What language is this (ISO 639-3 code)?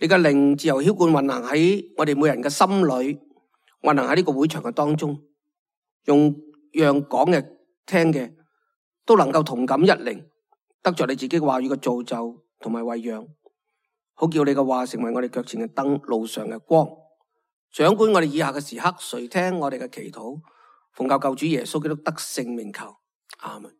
yue